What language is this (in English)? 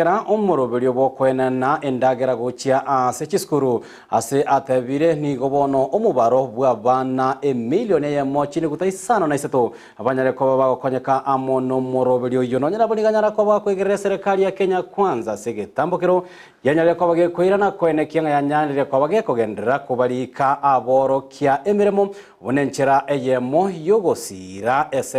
Gusii